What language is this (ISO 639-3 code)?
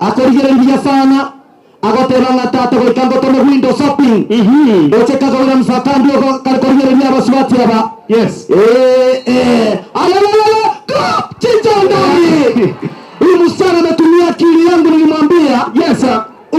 guz